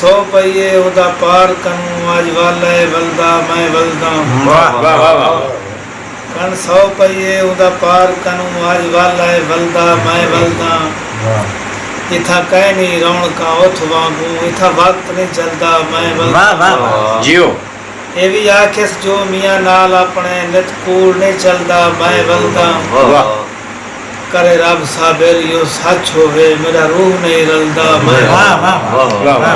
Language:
Saraiki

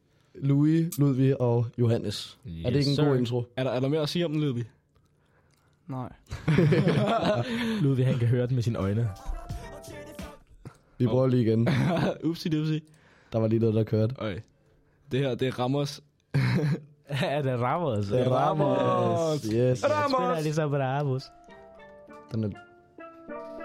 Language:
Danish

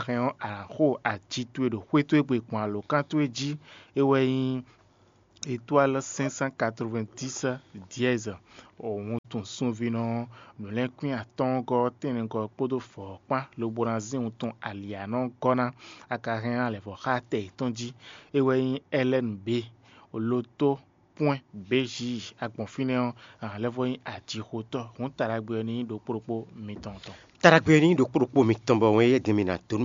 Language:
Fon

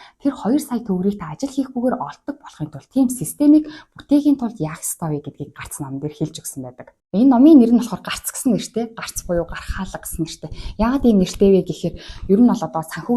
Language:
Mongolian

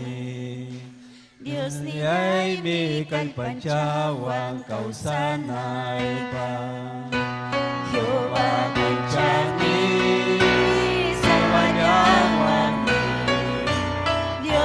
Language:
Ayacucho Quechua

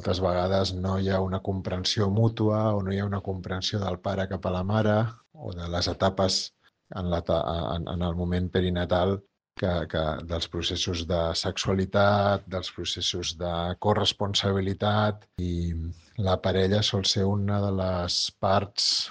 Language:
Catalan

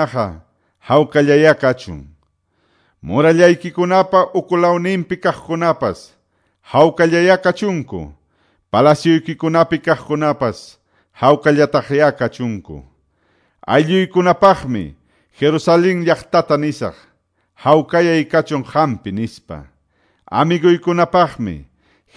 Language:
Quechua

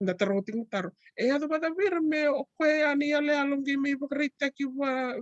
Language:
Fijian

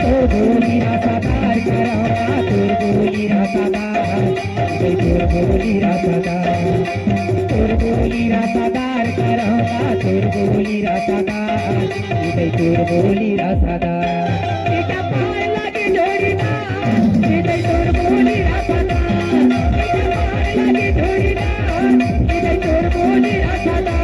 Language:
Chhattisgarhi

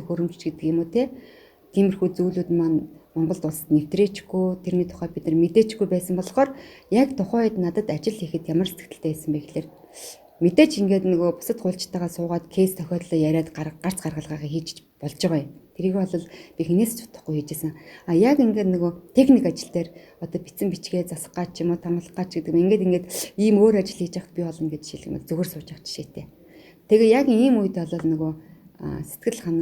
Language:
Mongolian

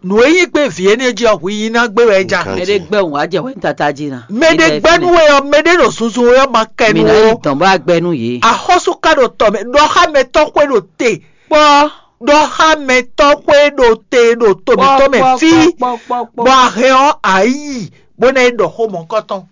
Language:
Fon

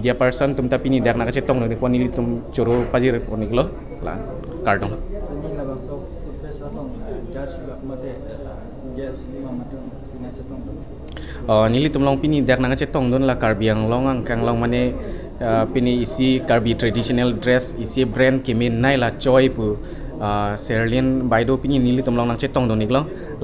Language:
Karbi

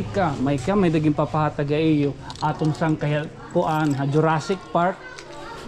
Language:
Waray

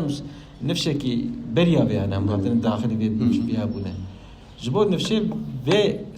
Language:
Kurdish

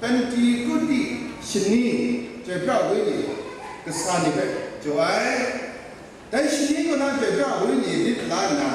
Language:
Kachin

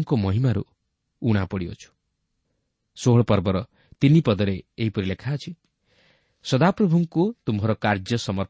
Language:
Odia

